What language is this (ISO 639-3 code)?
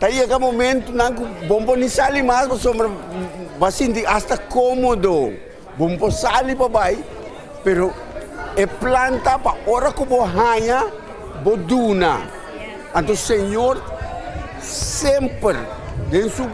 pap